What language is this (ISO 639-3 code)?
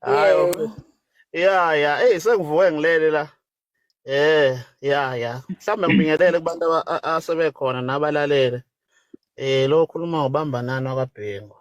zul